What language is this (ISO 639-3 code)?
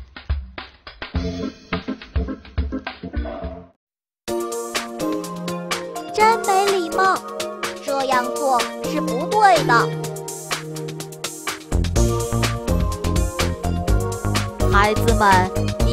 zho